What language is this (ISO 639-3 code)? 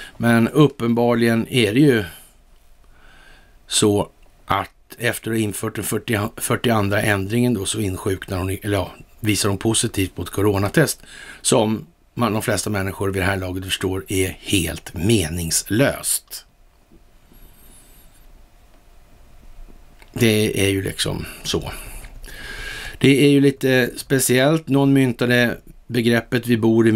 swe